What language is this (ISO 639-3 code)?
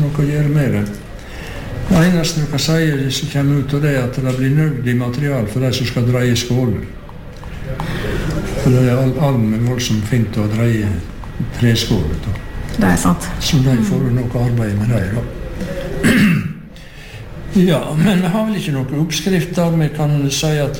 nor